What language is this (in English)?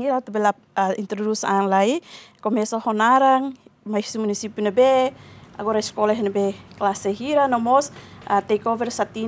Tetum